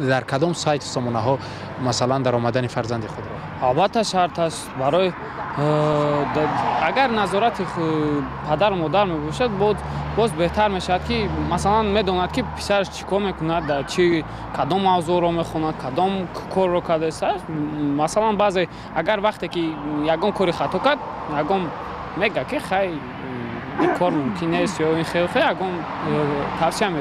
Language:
Tajik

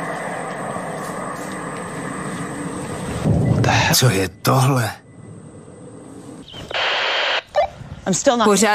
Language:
Czech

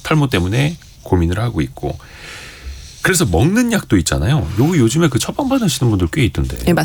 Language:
Korean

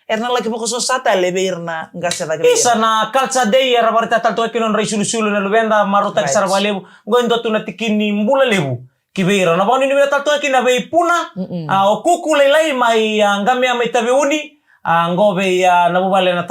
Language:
Fijian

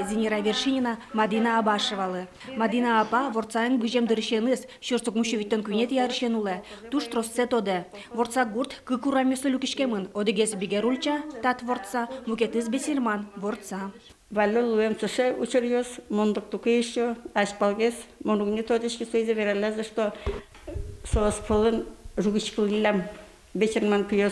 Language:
Udmurt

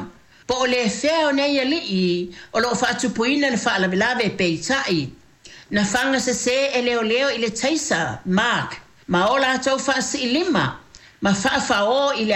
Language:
Samoan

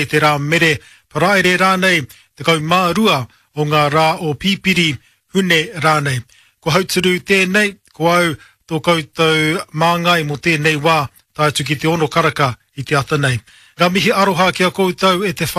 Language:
Māori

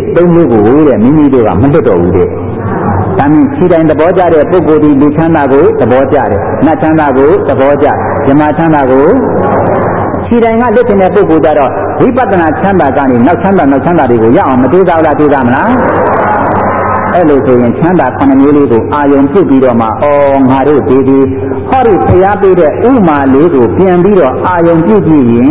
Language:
Burmese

